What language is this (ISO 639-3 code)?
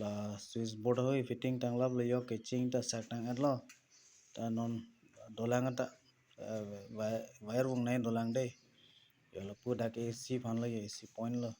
mjw